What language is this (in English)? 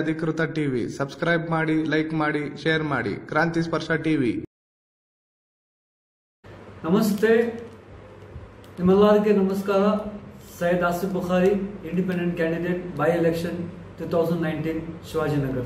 Kannada